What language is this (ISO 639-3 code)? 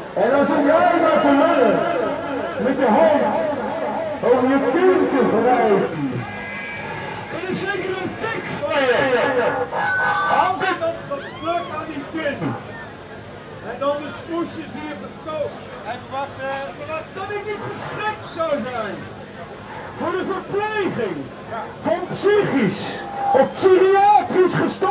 nld